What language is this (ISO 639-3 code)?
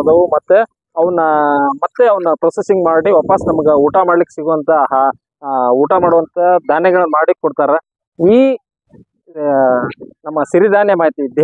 kan